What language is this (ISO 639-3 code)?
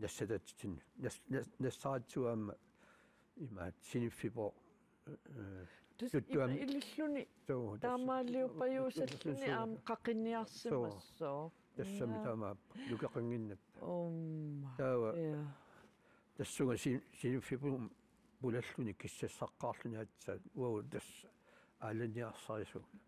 kal